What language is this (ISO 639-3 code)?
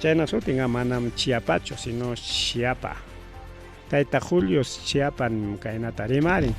quy